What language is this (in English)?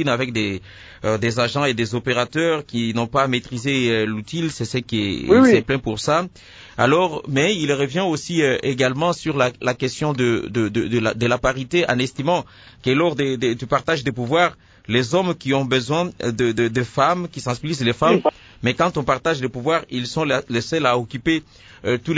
French